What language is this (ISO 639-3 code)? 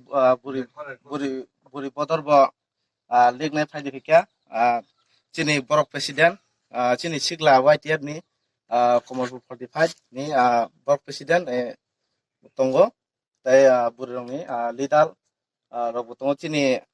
trp